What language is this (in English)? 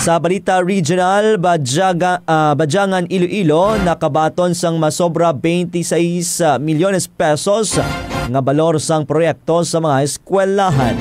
Hiligaynon